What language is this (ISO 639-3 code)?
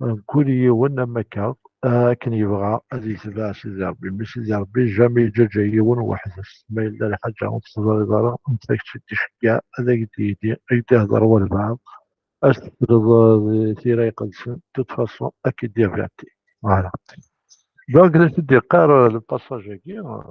kab